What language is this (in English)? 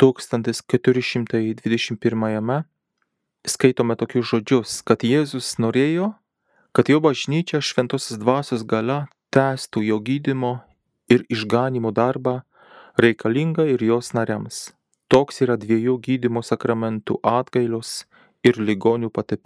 Lithuanian